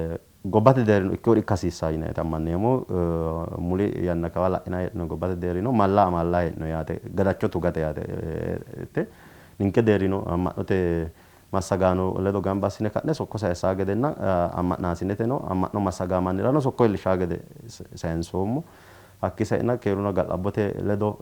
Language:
Sidamo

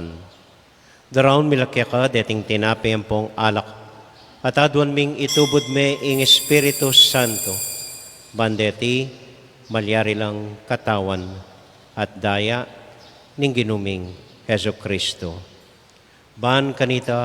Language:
Pampanga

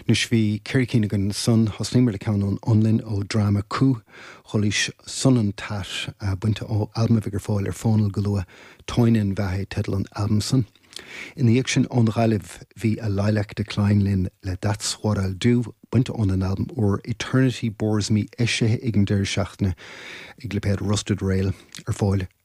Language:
Irish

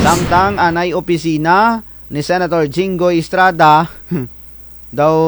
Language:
Kinaray-a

